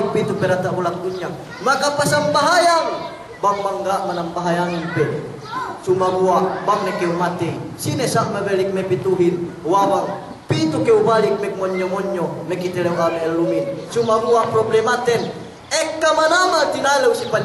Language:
Yakan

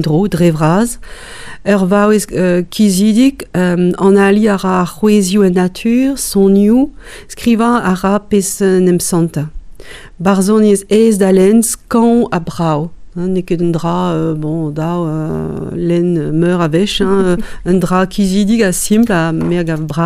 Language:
Breton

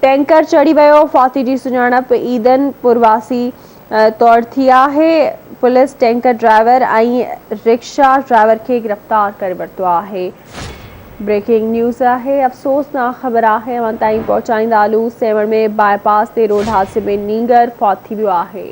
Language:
Sindhi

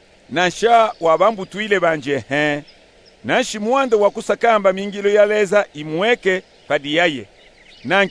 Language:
Luba-Katanga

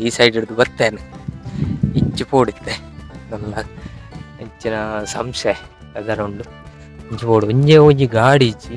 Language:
Tulu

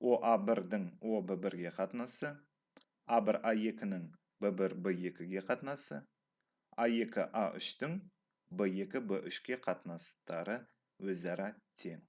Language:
Kazakh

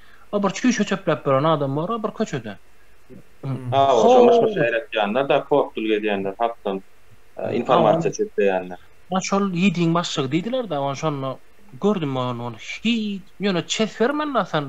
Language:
Turkmen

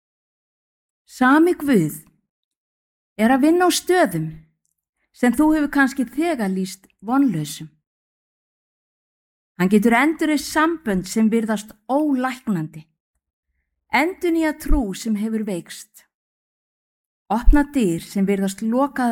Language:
Icelandic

